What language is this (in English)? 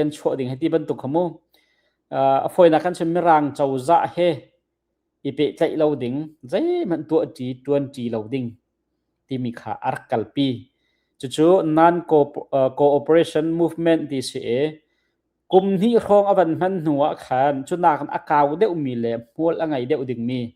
Hakha Chin